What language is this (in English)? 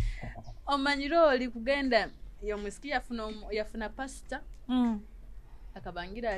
Nyoro